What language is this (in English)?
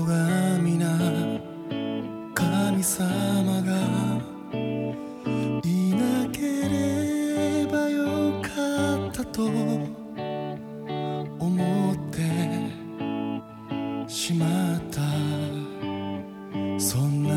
Japanese